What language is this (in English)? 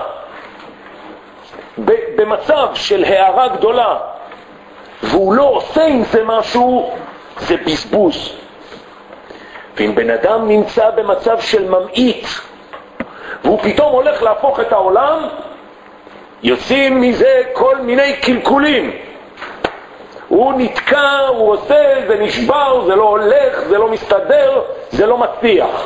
Hebrew